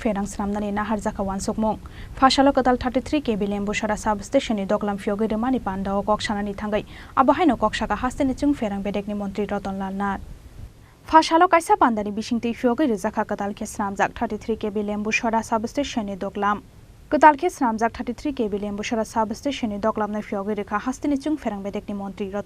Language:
Kok Borok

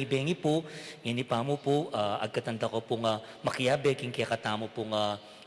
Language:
Pampanga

